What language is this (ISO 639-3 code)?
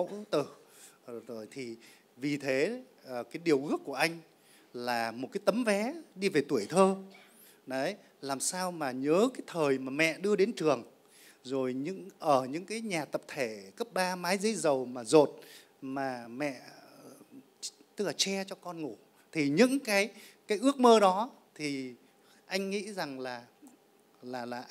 vie